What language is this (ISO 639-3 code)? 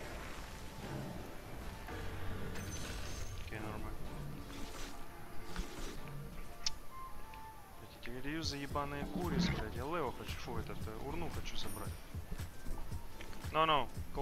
rus